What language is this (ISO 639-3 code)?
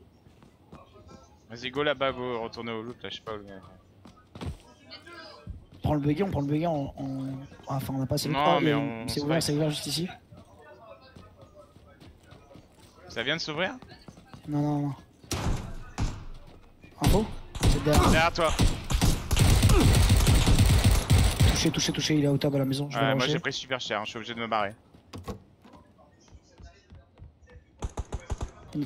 fra